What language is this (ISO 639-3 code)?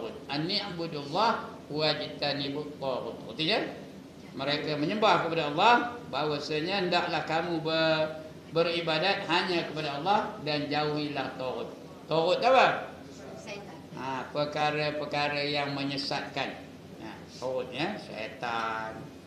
msa